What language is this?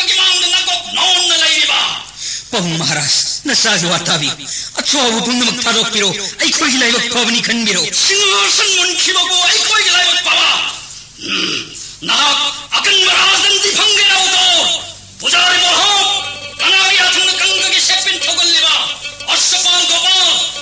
Manipuri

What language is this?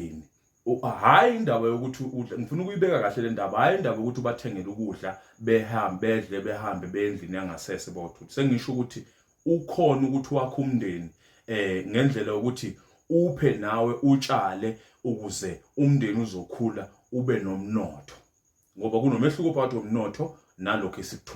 Zulu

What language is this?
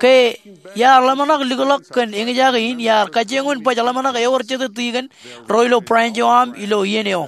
Marshallese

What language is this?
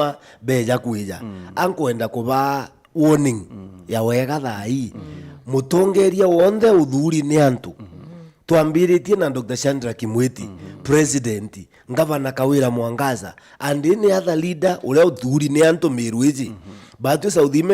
Meru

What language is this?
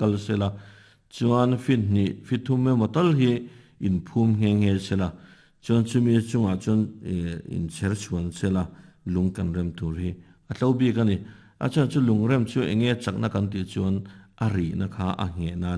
Mizo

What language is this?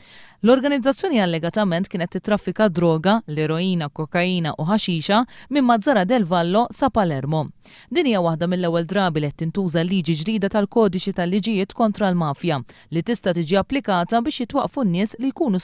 Maltese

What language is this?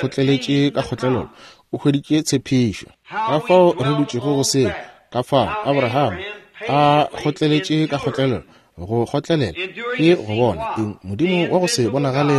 Northern Sotho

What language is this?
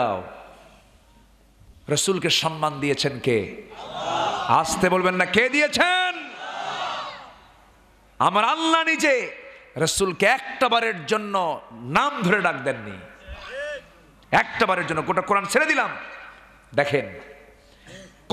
Bangla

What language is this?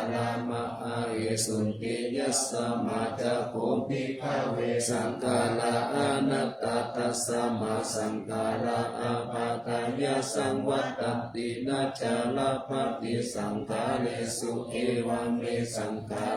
Pali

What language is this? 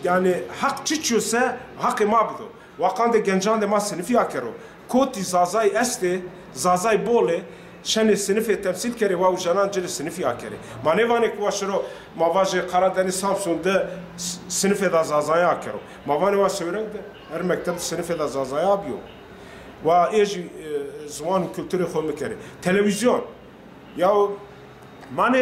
Zaza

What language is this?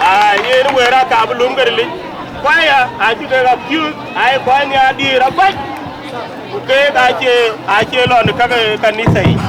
Dinka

